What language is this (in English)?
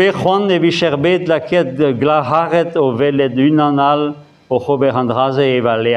Breton